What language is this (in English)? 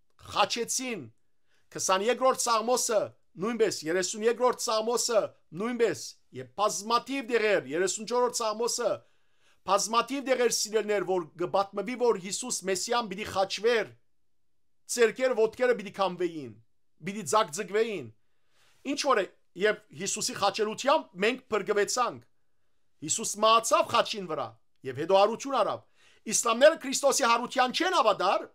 Western Armenian